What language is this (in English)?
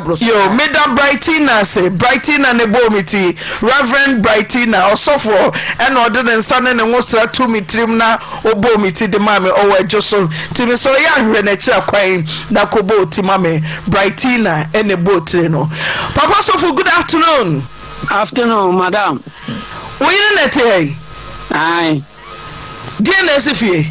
Akan